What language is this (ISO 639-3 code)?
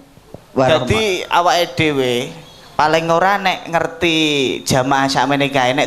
jav